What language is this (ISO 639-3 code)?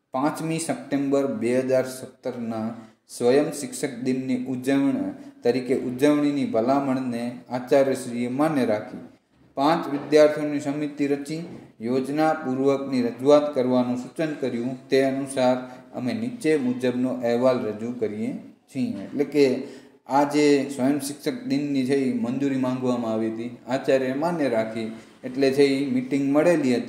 guj